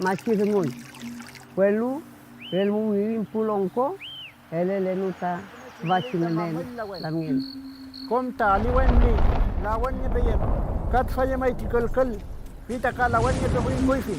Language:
Mapuche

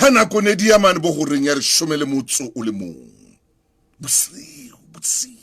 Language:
Southern Sotho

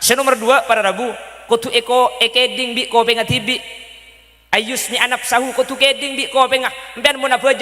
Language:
Madurese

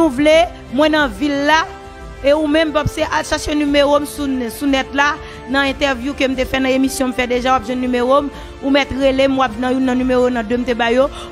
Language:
Haitian Creole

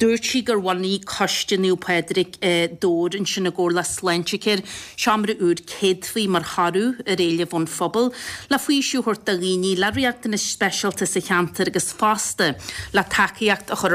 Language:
Irish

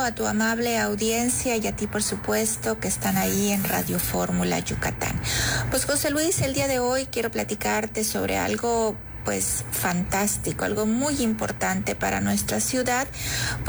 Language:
Spanish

